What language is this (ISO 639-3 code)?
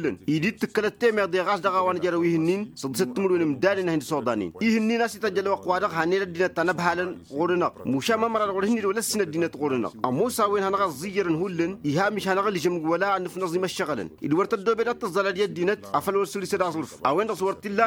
taq